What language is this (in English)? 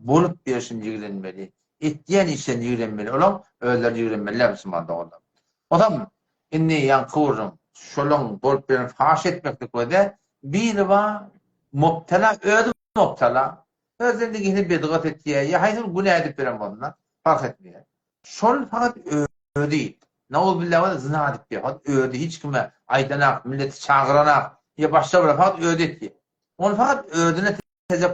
Turkmen